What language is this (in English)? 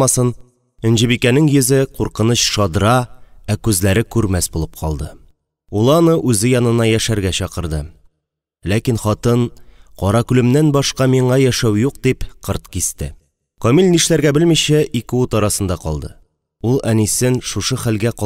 Tatar